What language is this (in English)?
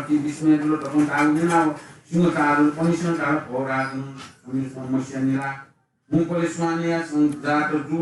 Newari